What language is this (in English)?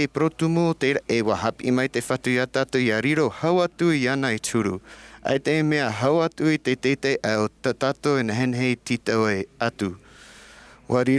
Tahitian